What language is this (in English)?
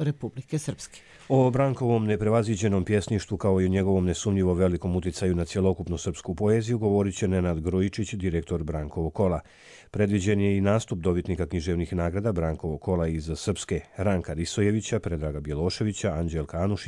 Croatian